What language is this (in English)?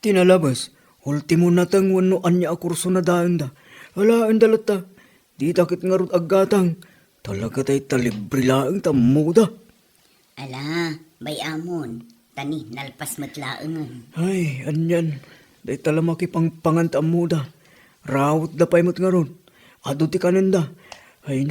Iloko